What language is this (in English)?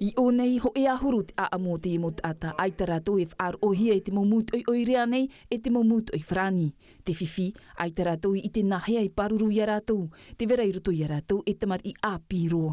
Tahitian